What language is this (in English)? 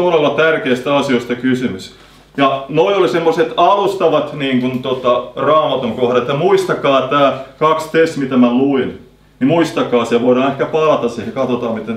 Finnish